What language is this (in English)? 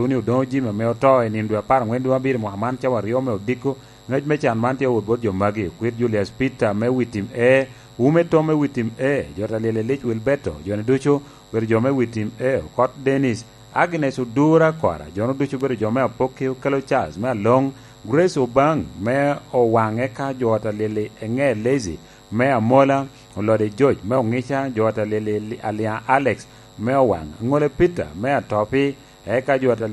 Lango (Uganda)